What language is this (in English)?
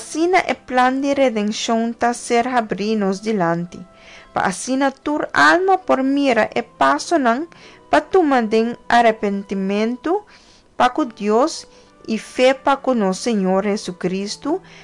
Papiamento